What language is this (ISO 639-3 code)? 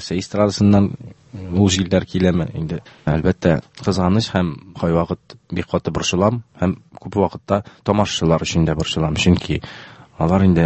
tat